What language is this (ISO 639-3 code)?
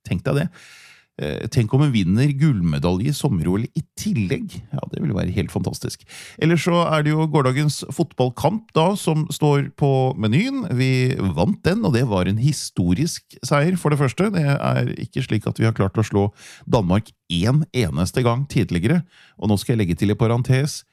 nor